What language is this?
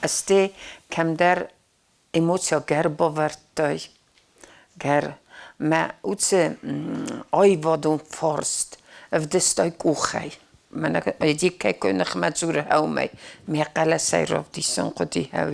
Ossetic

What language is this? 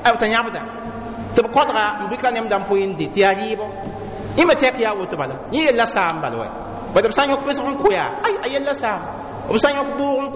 Mossi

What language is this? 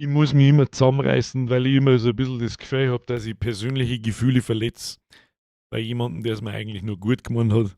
Bavarian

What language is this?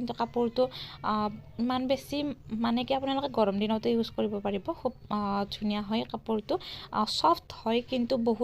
Assamese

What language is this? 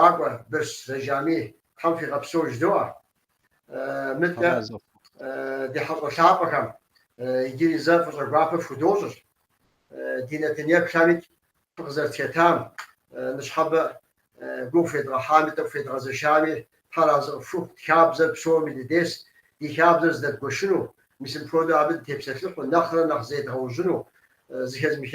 Kabardian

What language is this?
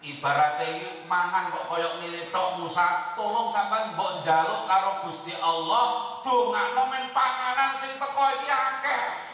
Javanese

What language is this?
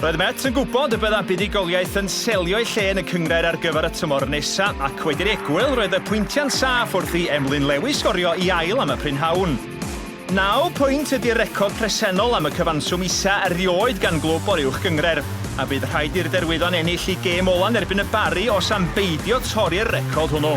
Welsh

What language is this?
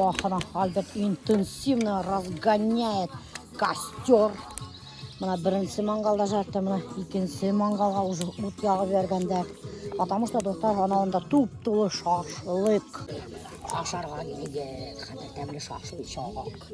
Bashkir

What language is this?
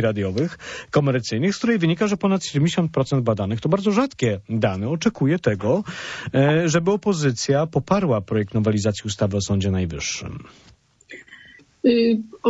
Polish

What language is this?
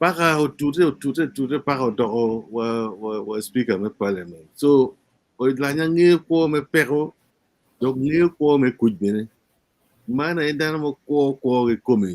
Acoli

